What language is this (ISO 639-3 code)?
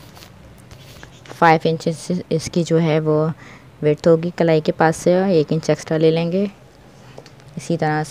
hin